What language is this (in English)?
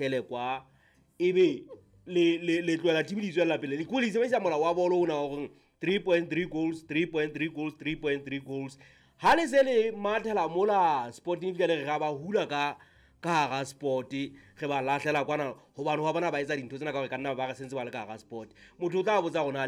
Southern Sotho